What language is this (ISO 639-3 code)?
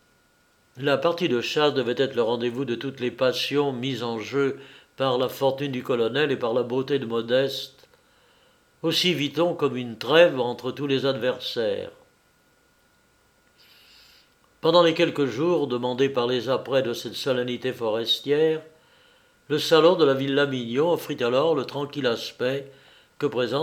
fra